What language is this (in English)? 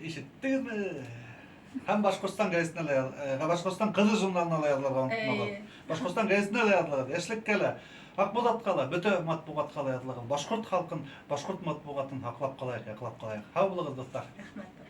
Bashkir